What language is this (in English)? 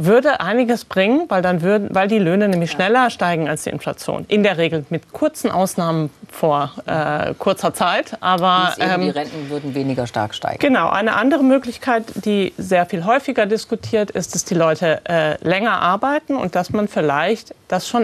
German